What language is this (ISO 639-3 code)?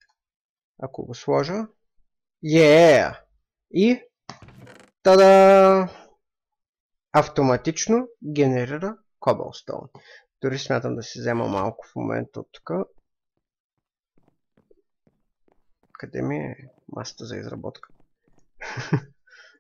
bul